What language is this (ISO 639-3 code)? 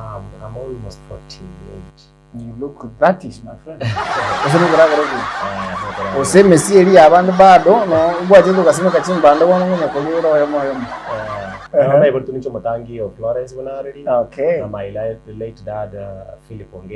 guz